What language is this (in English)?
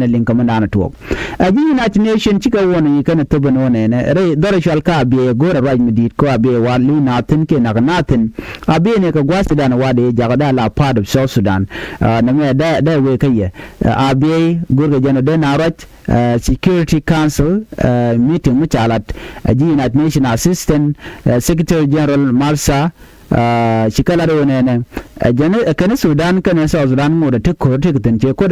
Nuer